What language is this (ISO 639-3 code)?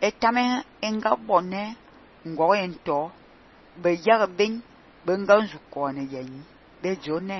fan